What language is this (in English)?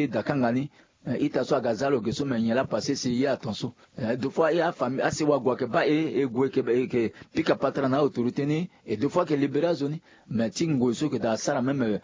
Sango